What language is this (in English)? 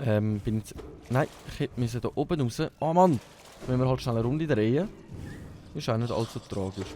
Swiss German